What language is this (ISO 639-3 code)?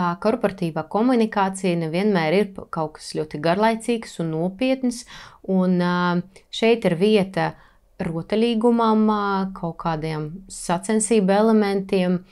lav